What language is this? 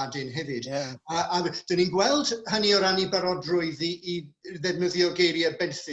Welsh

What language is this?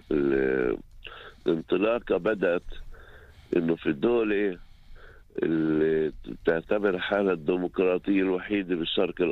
North Levantine Arabic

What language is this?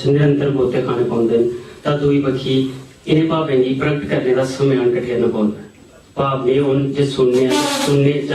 Dogri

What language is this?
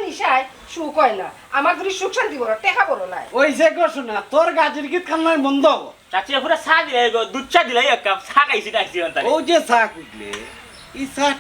Sylheti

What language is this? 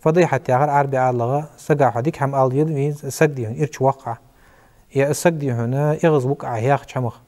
Ingush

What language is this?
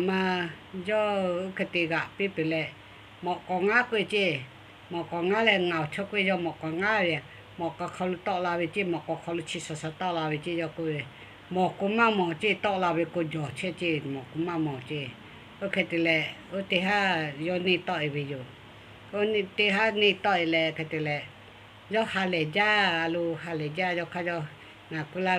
Lahu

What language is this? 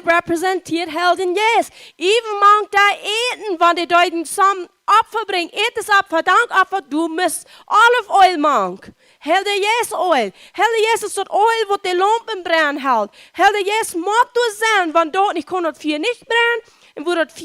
Plautdietsch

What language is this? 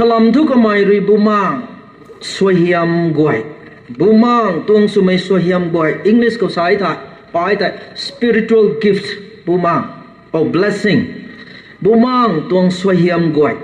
Rongmei Naga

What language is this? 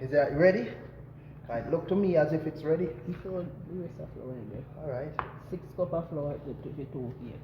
Jamaican Creole English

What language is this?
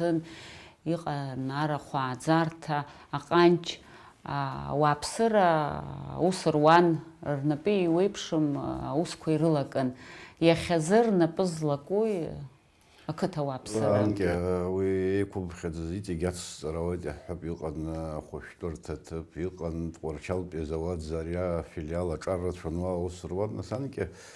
Abkhazian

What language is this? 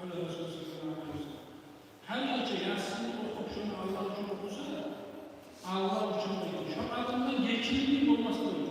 Kumyk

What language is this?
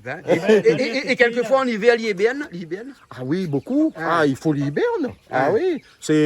Réunion Creole French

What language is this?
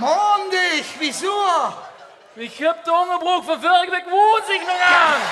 Limburgish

